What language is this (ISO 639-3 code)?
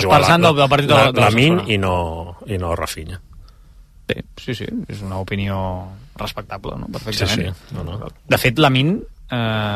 cat